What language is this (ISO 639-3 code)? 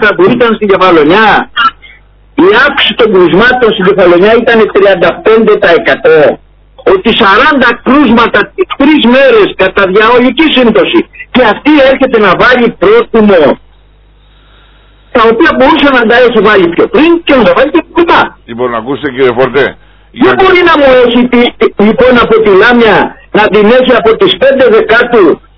ell